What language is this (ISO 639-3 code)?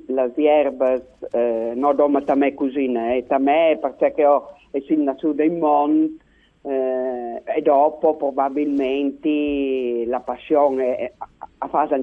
fur